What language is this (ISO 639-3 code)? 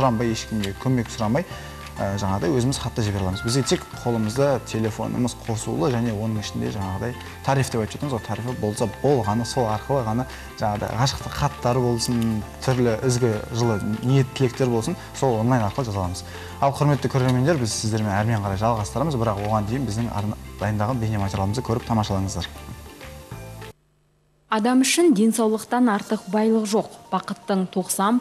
kaz